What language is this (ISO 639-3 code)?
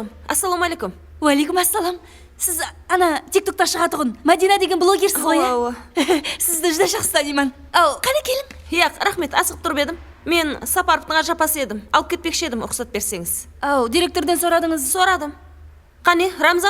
kaa